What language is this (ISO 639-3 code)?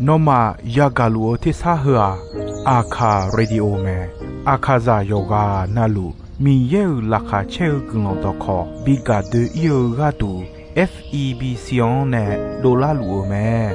ahk